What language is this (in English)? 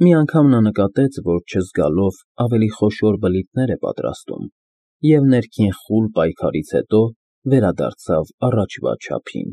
Armenian